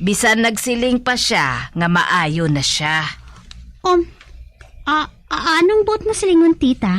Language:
Hiligaynon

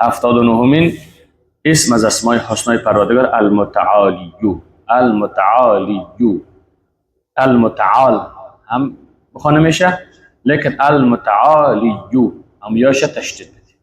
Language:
Persian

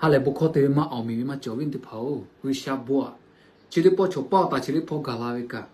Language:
Lahu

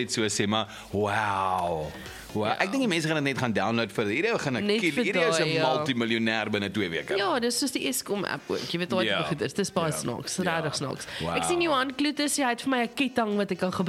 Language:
Afrikaans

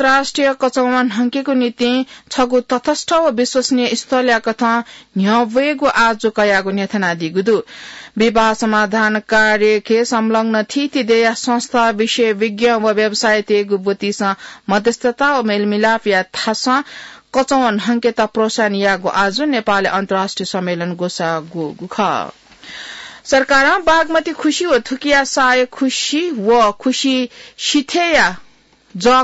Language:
Newari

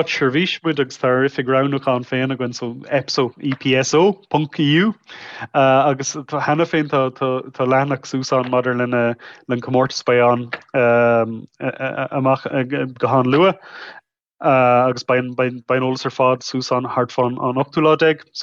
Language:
Irish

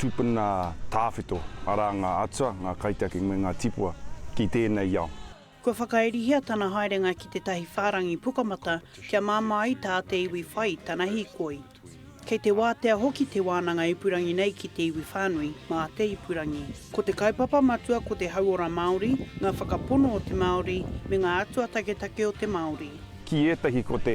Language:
Māori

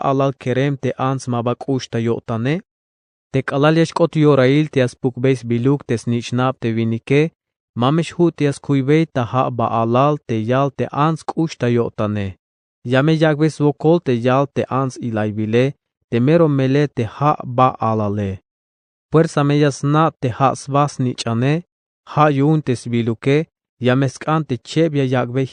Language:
Tzeltal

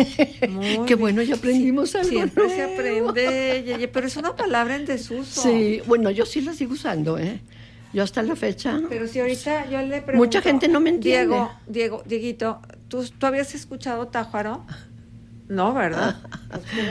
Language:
Spanish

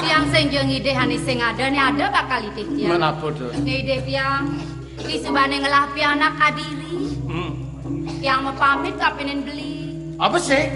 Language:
Balinese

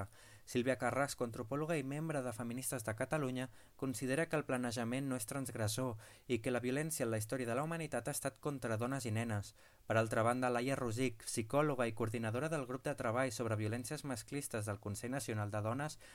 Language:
Catalan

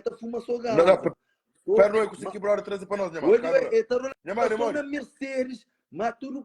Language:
Kabuverdianu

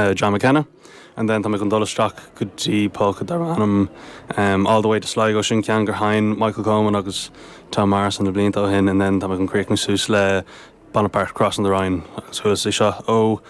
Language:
Irish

